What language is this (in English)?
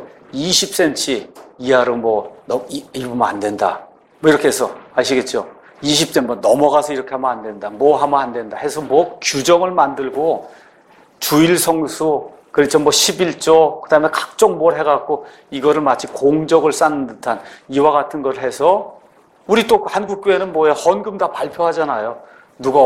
Korean